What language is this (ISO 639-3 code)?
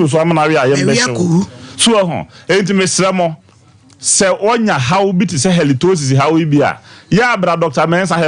aka